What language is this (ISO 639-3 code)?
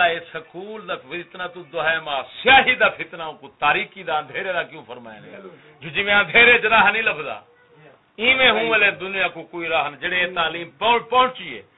skr